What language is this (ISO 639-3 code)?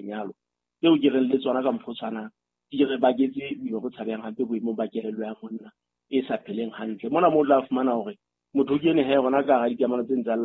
sot